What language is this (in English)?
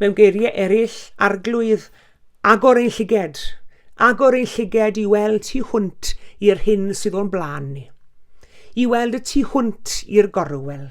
Welsh